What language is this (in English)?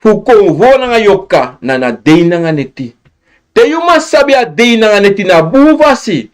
Sranan Tongo